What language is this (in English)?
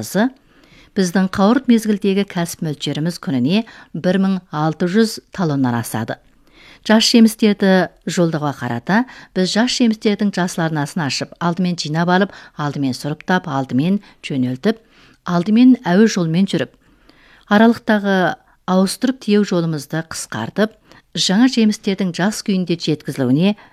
Kazakh